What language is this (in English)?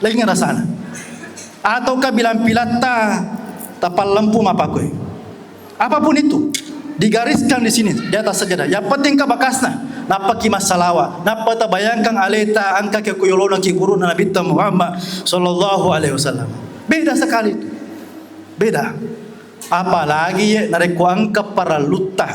Buginese